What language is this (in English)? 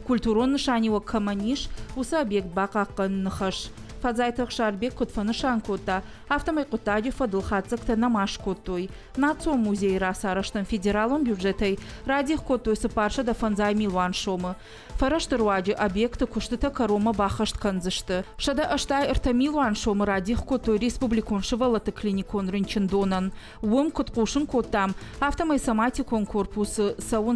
Ossetic